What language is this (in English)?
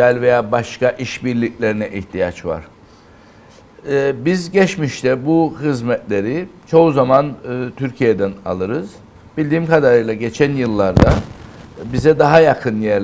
Turkish